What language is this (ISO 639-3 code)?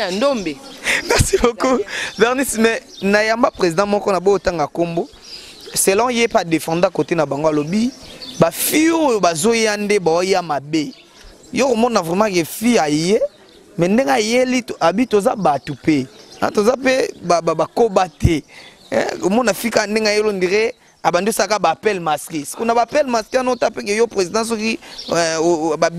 lin